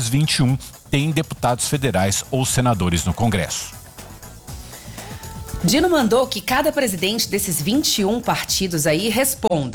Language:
Portuguese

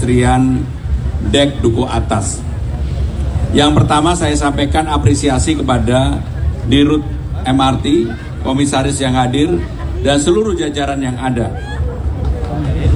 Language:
Indonesian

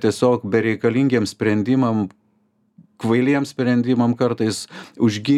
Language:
Lithuanian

